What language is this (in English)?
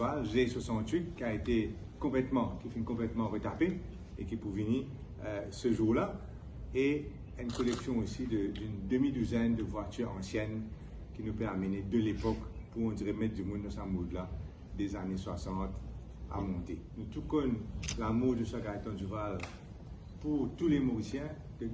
Morisyen